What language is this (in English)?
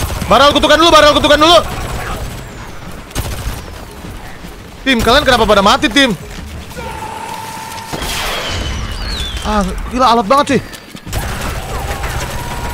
Indonesian